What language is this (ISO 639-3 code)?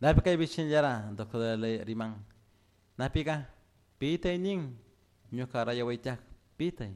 qug